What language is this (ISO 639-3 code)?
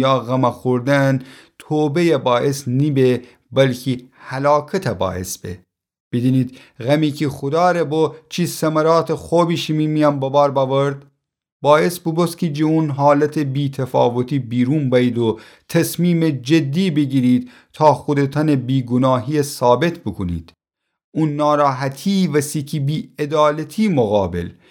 glk